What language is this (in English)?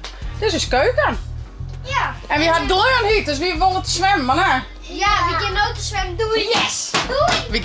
Western Frisian